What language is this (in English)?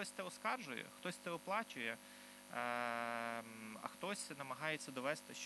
Ukrainian